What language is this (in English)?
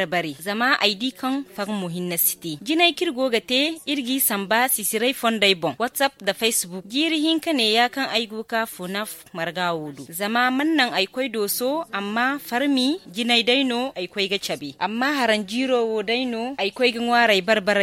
Zarma